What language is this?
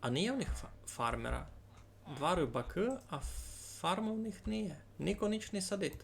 Rusyn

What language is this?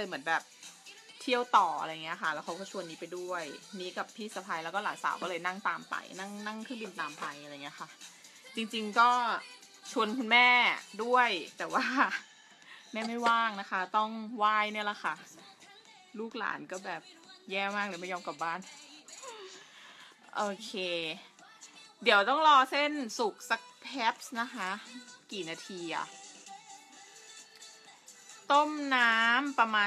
Thai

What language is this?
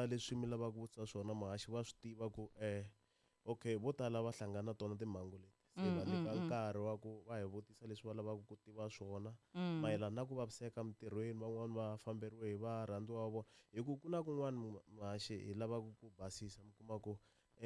Tsonga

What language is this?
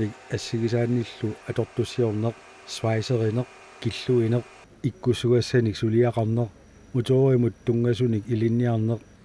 Kalaallisut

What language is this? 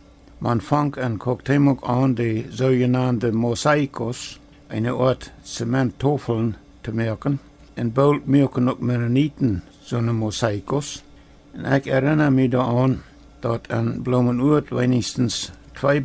Plautdietsch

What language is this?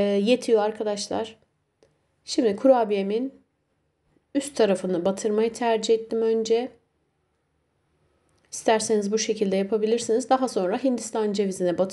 Turkish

